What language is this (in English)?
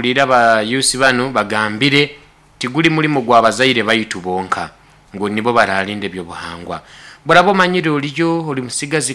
Nyoro